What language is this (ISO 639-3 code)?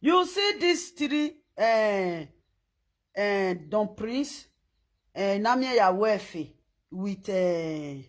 pcm